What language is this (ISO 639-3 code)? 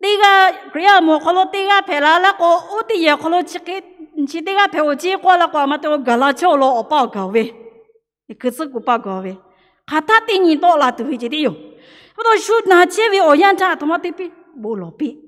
lhu